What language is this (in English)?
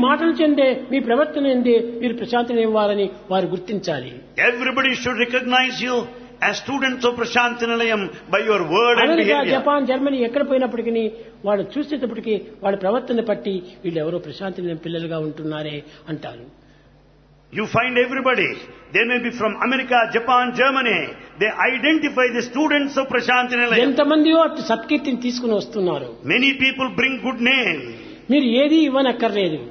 Telugu